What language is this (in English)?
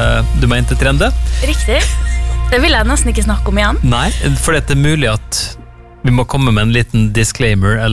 Norwegian